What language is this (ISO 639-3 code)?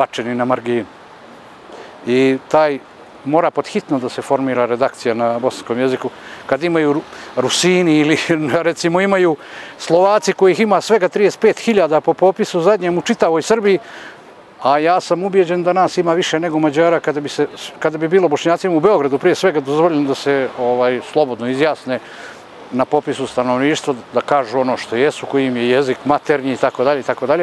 bos